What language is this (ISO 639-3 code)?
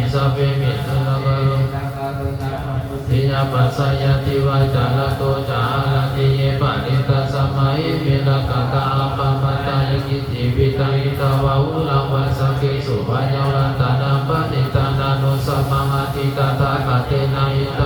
pli